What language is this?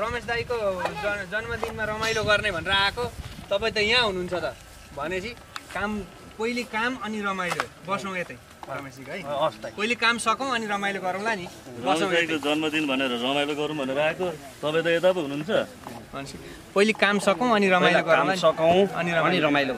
Nepali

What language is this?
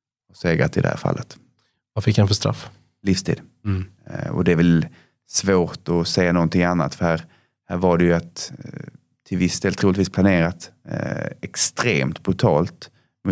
Swedish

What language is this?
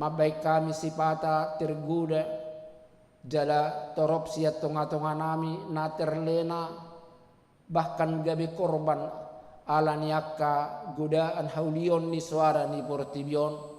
Batak Toba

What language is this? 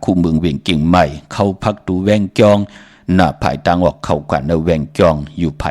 Shan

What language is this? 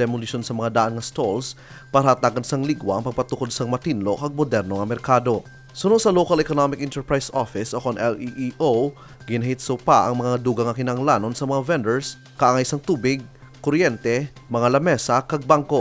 Hiligaynon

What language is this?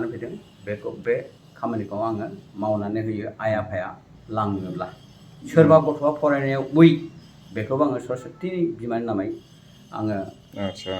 Bodo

